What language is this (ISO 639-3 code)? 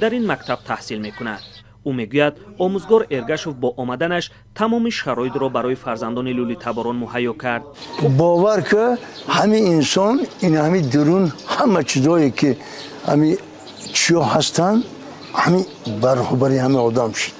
tgk